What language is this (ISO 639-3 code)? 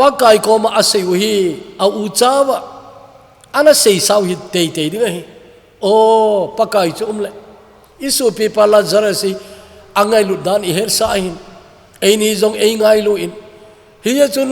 tcz